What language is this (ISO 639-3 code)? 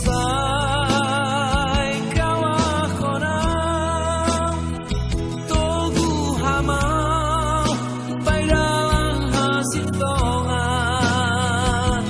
bts